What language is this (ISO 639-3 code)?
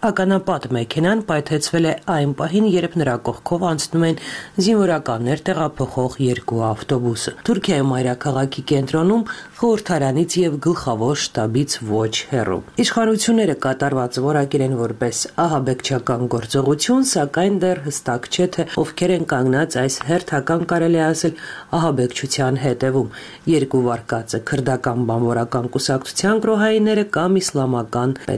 hye